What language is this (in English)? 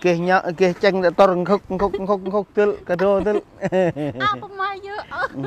Central Mnong